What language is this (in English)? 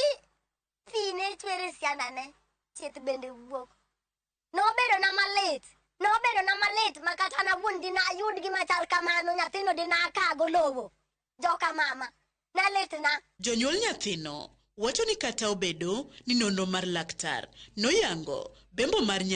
Luo (Kenya and Tanzania)